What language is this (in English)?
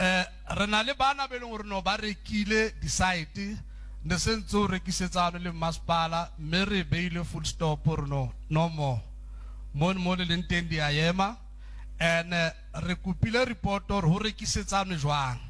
Southern Sotho